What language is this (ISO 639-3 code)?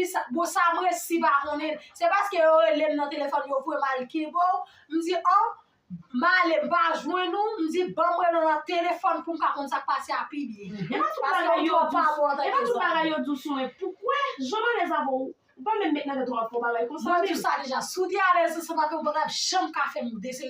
hat